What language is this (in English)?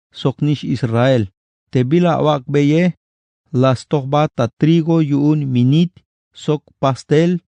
Tzeltal